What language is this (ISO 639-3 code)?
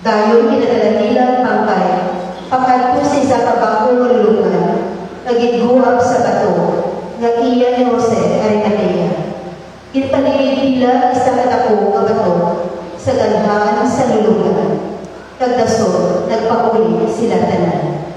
hil